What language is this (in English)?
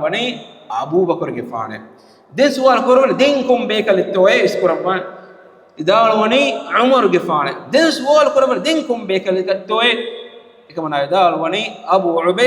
Divehi